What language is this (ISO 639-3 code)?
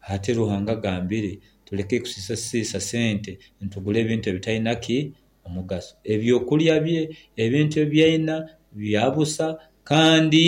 nyo